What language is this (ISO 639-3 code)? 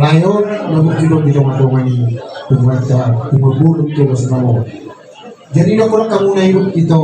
bbc